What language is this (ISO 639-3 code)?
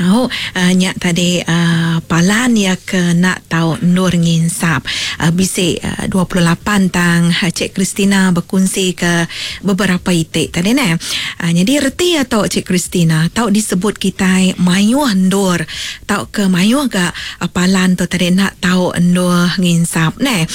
iba